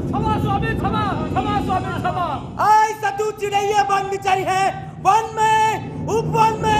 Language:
Maithili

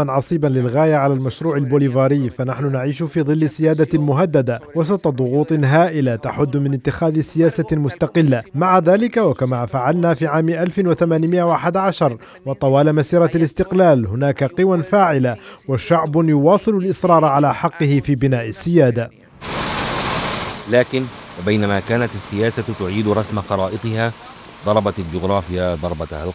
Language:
Arabic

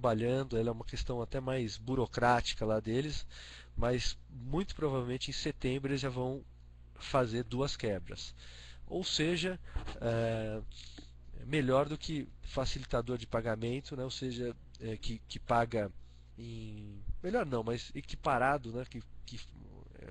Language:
Portuguese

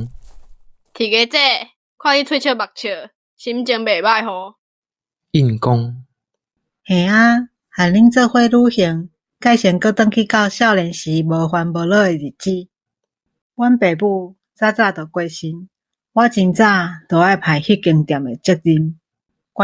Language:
Min Nan Chinese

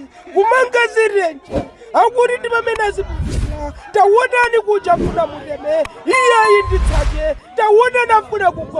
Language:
Nyanja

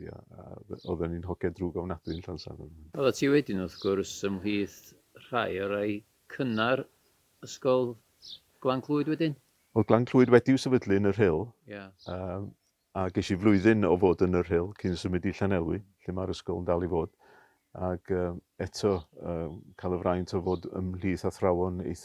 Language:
Welsh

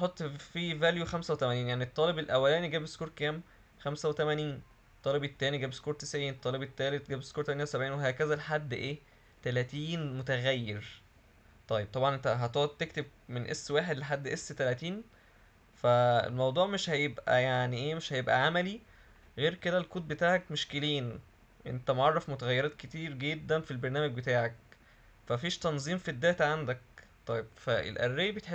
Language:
Egyptian Arabic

